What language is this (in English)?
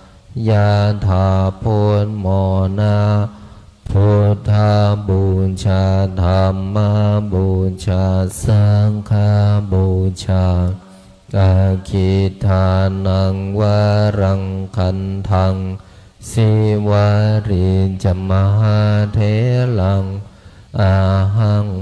Pali